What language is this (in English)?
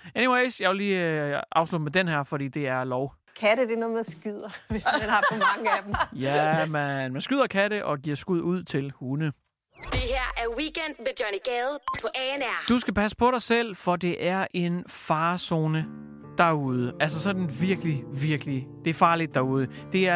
Danish